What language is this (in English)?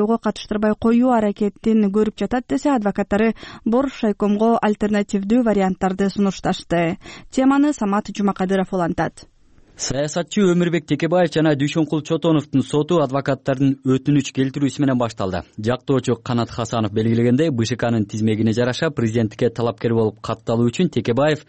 Kyrgyz